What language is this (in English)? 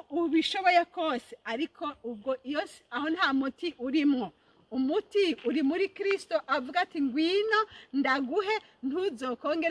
Rundi